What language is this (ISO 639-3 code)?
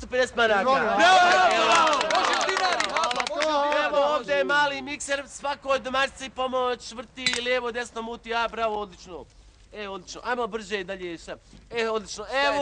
bos